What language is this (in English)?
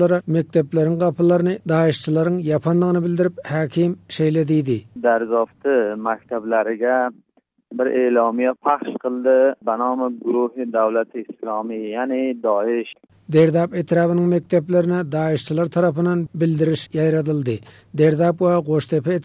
Turkmen